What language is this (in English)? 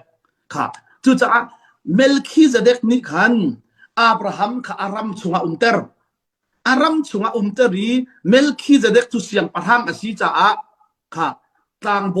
Hakha Chin